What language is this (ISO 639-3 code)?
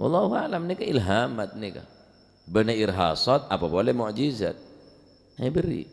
mad